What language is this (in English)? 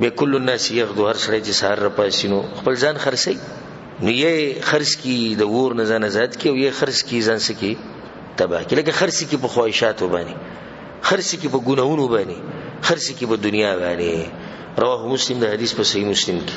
Pashto